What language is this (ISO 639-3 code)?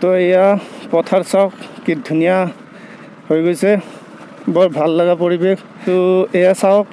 asm